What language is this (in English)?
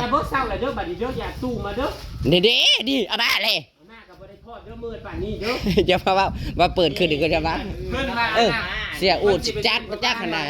Northeastern Thai